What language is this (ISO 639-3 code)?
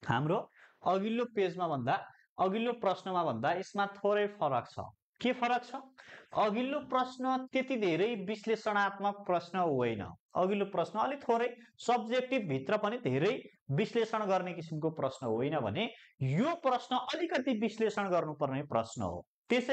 nep